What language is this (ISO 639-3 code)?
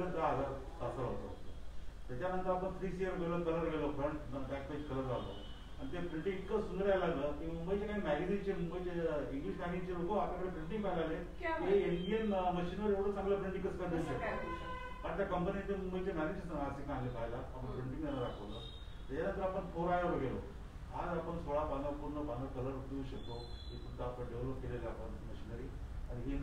mar